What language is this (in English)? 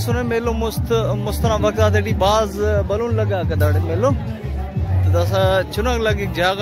Brahui